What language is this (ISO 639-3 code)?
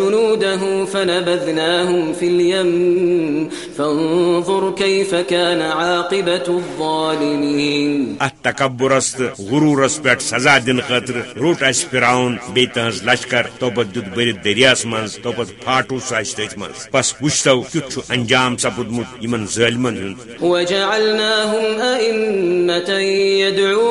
kas